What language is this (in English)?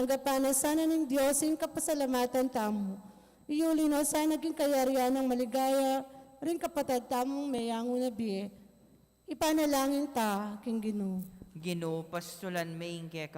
Pampanga